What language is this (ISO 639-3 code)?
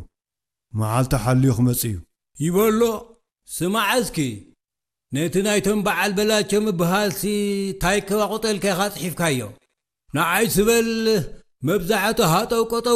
tir